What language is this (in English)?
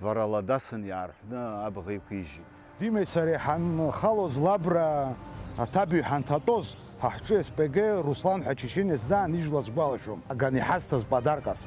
Abkhazian